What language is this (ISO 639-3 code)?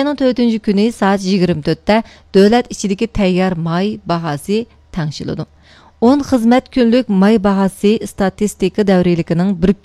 uig